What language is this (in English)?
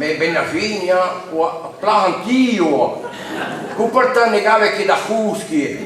Breton